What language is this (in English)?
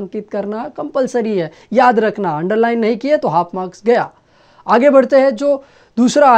Hindi